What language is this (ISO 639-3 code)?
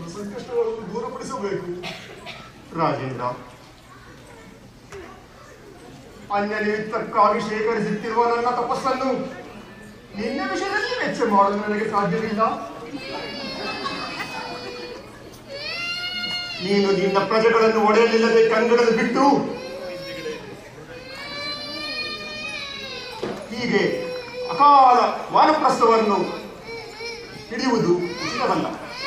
kan